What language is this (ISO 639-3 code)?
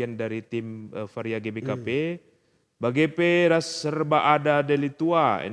btx